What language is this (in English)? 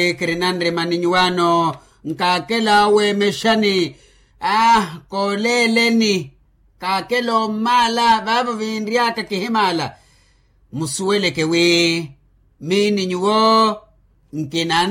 Makhuwa